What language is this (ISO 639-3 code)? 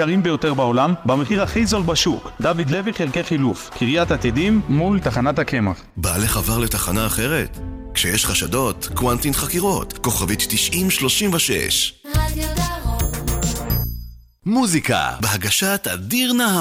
heb